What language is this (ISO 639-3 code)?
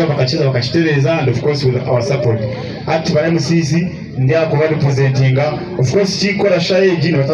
nyn